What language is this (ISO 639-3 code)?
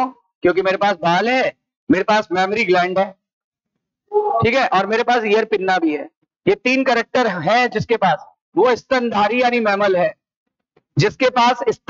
hin